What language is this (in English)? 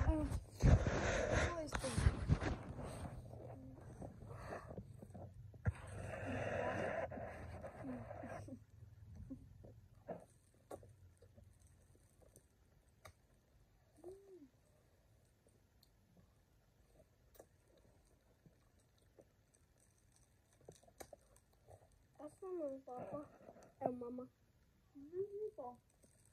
Filipino